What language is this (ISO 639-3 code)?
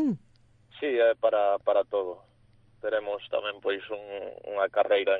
glg